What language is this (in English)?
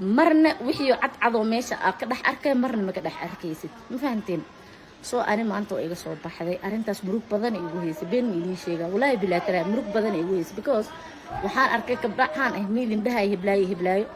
Somali